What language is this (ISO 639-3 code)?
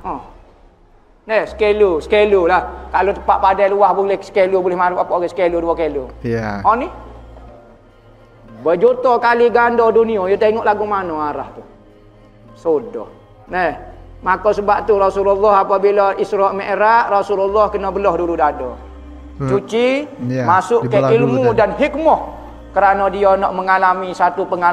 msa